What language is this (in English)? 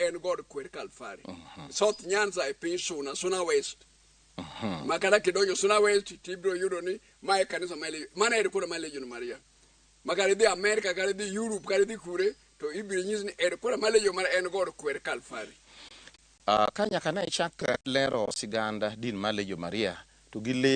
Luo (Kenya and Tanzania)